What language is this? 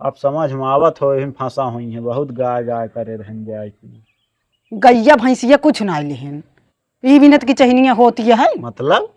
Awadhi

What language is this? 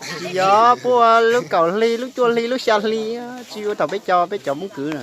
Hmong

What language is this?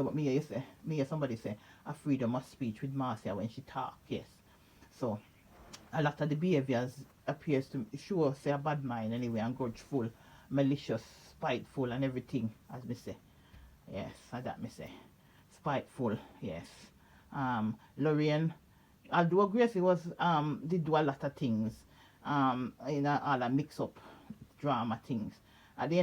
Jamaican Creole English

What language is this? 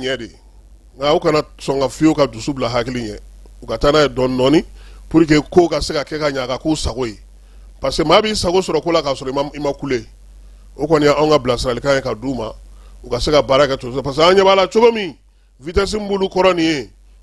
Bambara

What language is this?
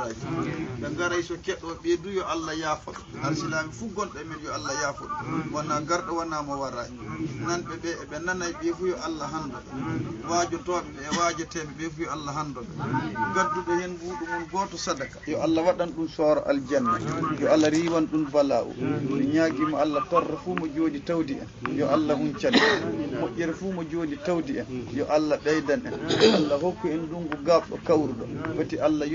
Fula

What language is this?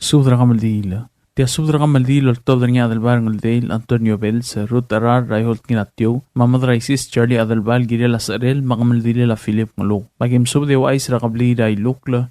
Palauan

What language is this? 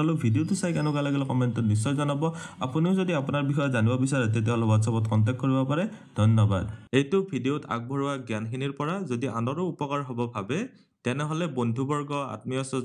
Assamese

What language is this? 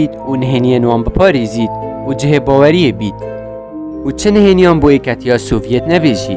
Kurdish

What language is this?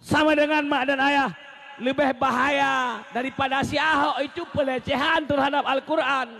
Achinese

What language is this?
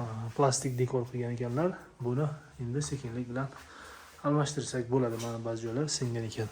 Uzbek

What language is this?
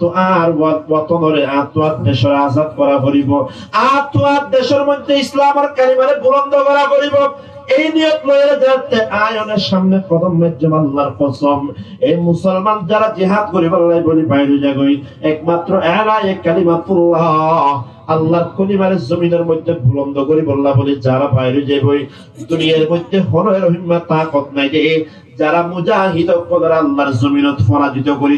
Rohingya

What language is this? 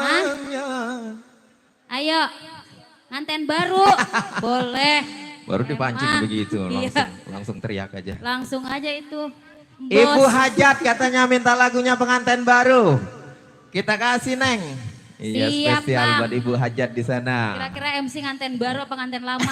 Betawi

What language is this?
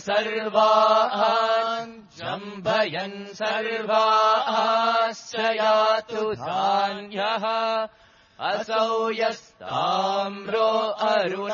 Sanskrit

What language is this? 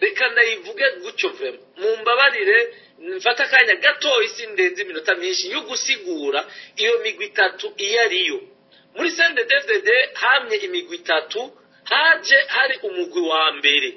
Rundi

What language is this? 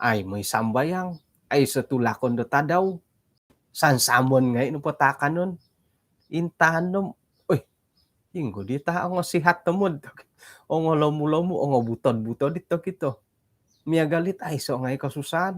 Central Dusun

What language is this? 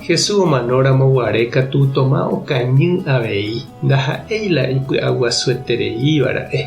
Guarani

